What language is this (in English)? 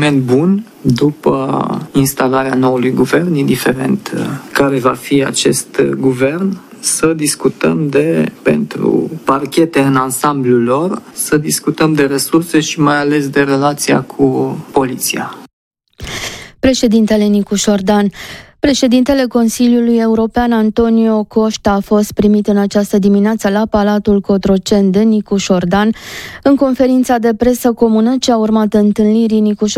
Romanian